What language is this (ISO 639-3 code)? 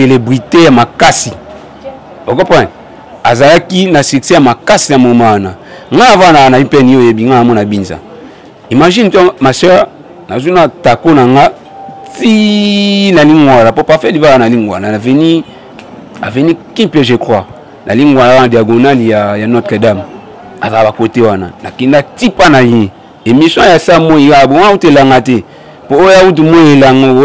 lin